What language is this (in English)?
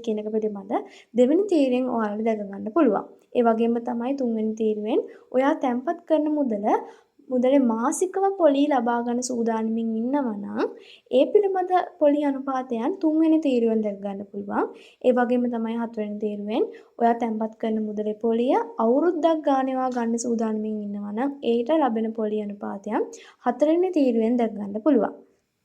Sinhala